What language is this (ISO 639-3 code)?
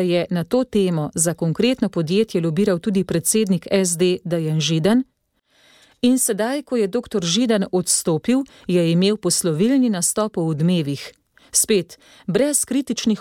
slv